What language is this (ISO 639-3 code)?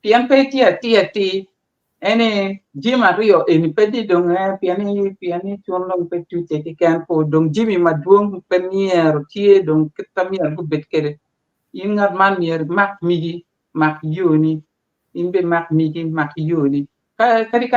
ach